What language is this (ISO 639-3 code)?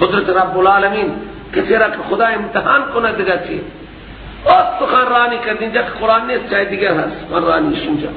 fas